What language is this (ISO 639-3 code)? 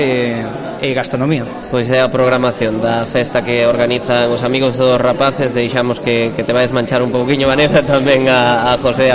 glg